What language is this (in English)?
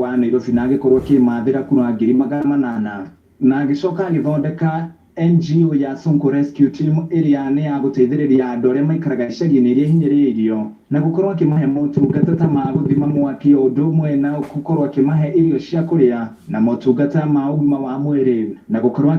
Kikuyu